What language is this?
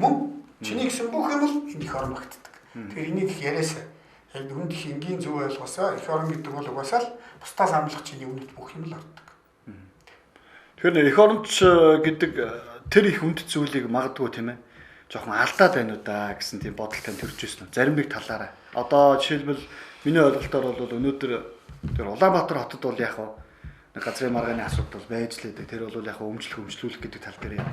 Mongolian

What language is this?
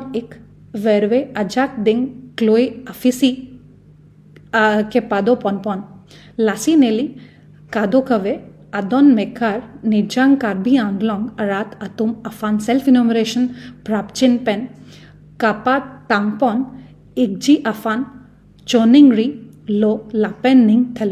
Karbi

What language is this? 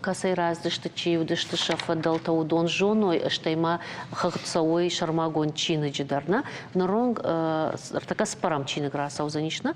Ossetic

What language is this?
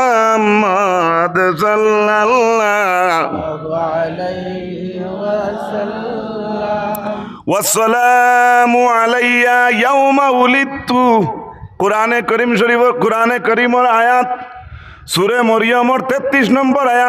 Sylheti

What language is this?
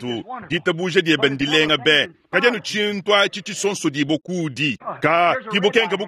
Luba-Lulua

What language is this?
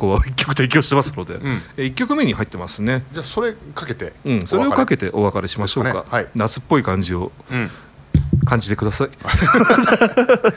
Japanese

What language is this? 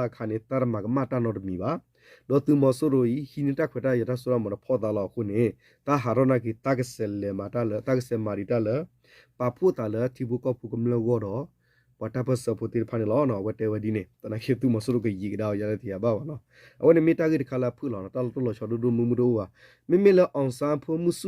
S'gaw Karen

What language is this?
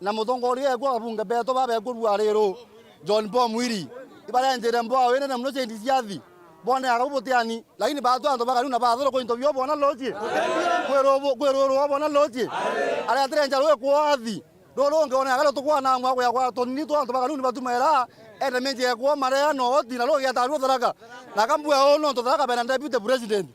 Meru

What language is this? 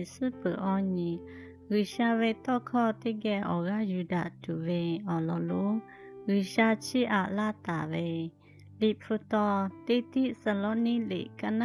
Lahu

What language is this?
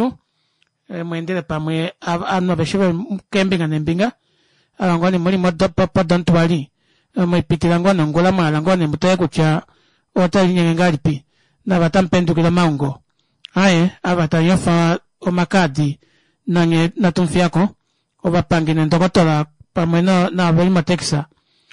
Kuanyama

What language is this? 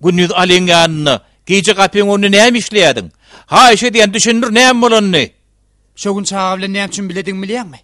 Turkmen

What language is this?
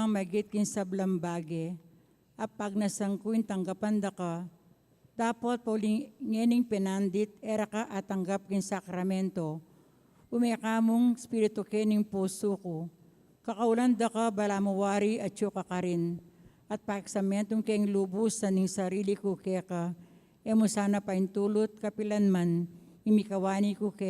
Pampanga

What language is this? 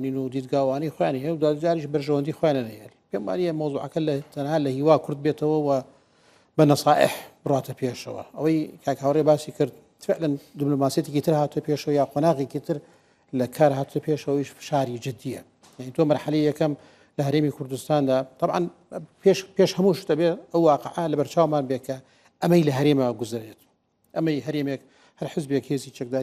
Central Kurdish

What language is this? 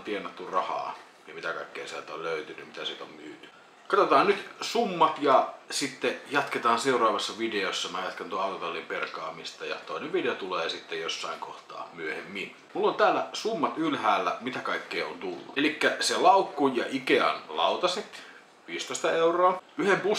Finnish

